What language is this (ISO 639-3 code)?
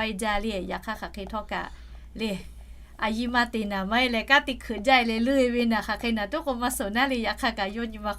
lhu